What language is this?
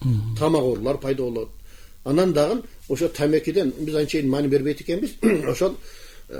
Kyrgyz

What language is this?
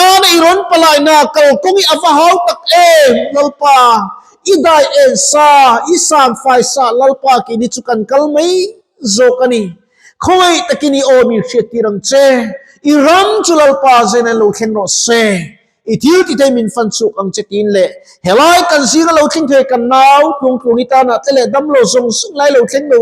Mizo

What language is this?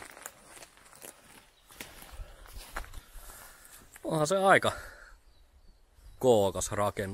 Finnish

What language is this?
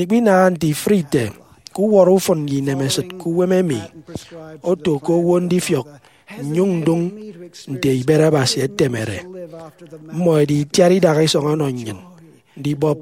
Efik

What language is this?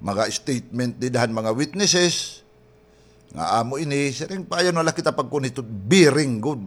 Waray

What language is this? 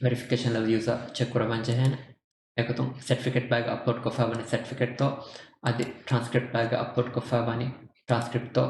Divehi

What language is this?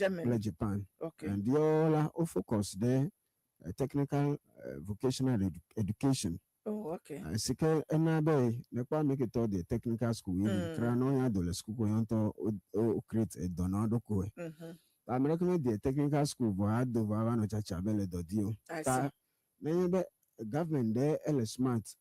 Ewe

